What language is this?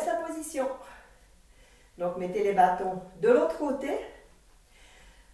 French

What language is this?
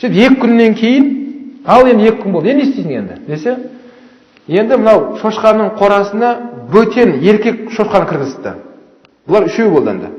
Kazakh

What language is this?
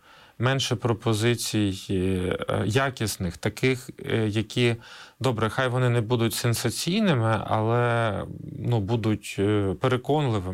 Ukrainian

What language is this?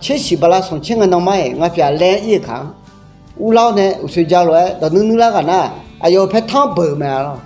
Akha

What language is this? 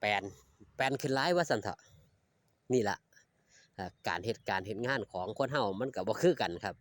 Northeastern Thai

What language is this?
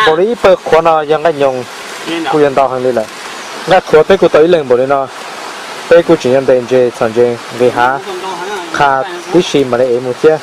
Hmong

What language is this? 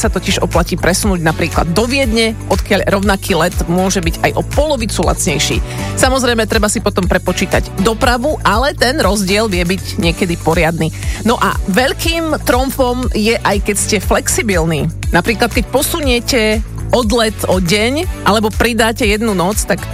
Slovak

